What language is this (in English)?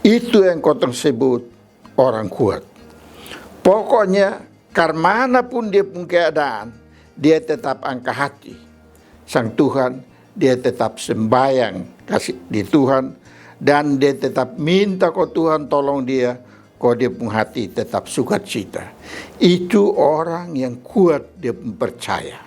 Kupang Malay